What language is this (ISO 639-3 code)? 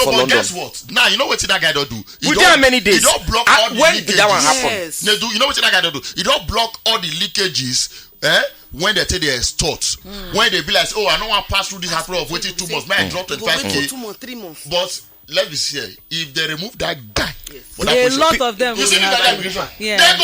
pcm